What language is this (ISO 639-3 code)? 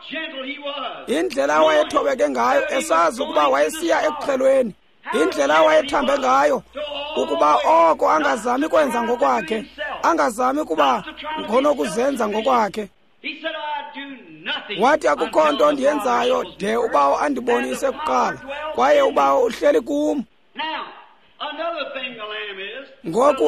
xho